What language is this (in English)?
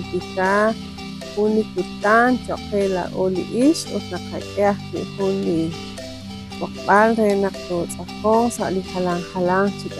Kekchí